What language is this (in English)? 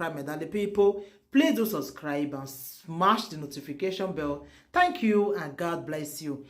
Nigerian Pidgin